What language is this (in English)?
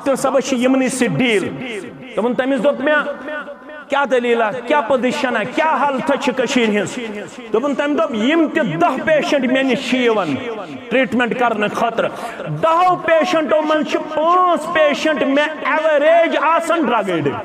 Kashmiri